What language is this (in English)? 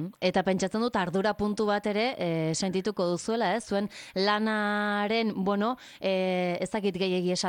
Basque